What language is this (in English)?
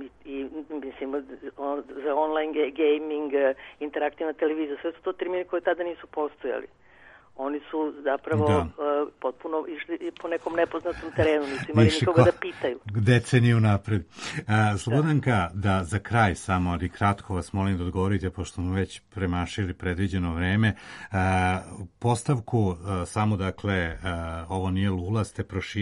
Serbian